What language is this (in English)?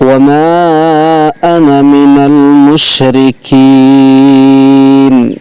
Sylheti